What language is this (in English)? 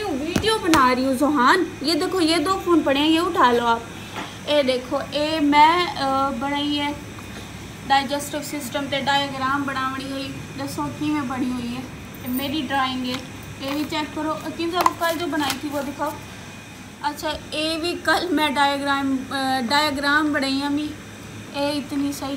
Saraiki